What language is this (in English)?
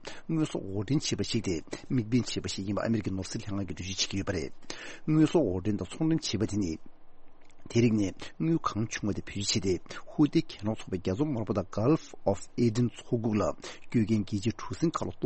Tibetan